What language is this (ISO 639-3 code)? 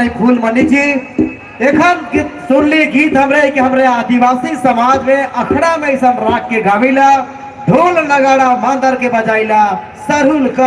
sck